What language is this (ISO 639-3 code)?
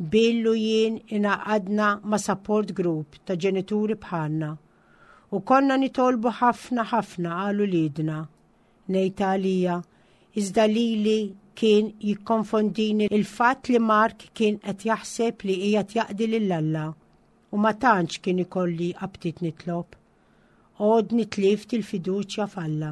mlt